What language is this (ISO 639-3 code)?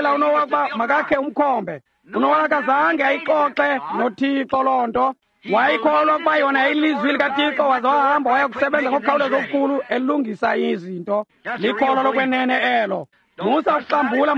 xho